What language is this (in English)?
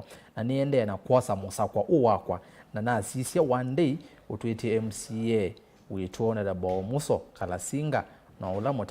Kamba